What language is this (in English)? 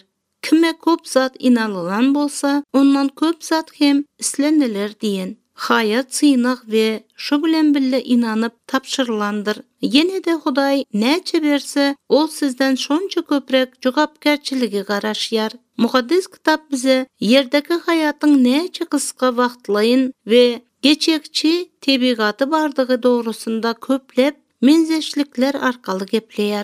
Turkmen